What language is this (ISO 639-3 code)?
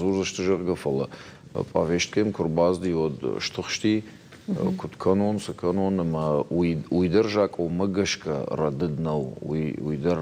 oss